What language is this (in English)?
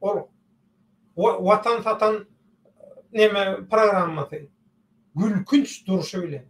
Turkmen